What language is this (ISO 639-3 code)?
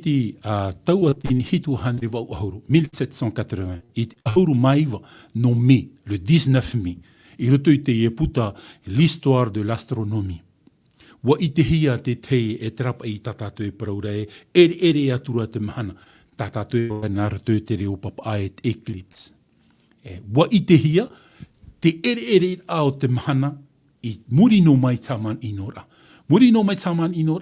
tah